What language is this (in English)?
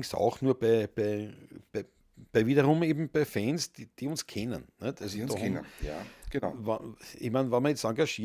Bavarian